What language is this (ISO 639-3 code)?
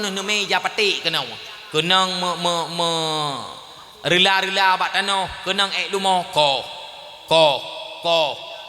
ace